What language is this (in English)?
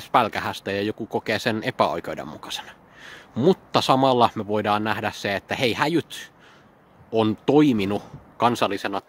Finnish